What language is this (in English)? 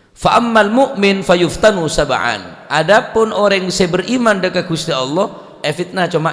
Madurese